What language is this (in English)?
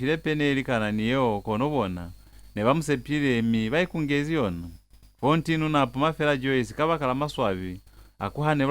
Lozi